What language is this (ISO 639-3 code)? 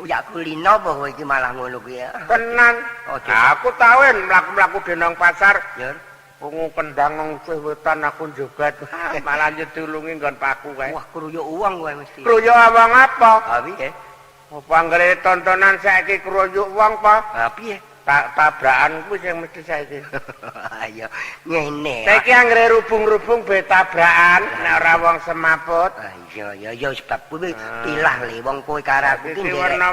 jav